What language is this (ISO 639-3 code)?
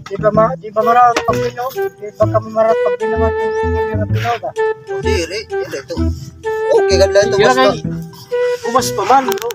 war